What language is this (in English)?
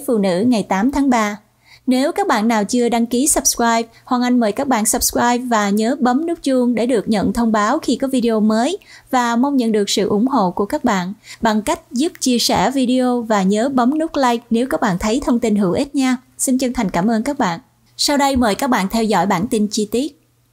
Vietnamese